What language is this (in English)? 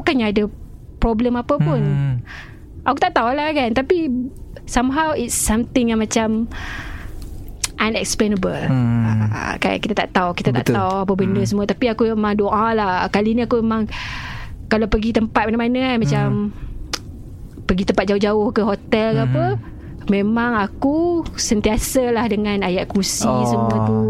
Malay